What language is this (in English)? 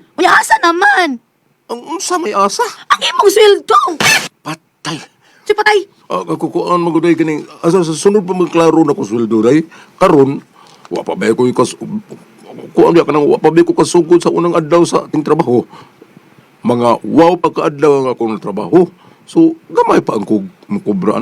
Cebuano